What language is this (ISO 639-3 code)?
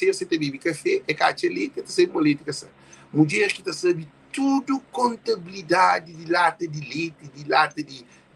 kea